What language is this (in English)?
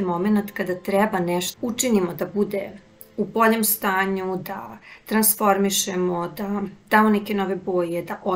Serbian